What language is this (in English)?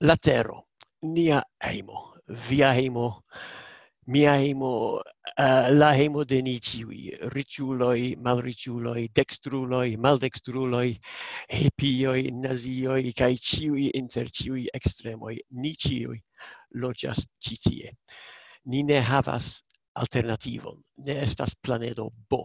Esperanto